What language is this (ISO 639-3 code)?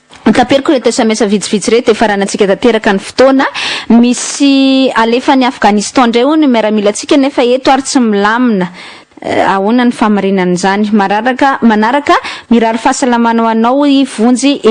mlg